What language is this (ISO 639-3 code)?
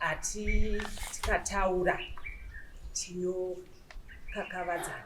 sna